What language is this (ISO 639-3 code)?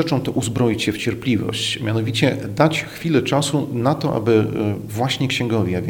pol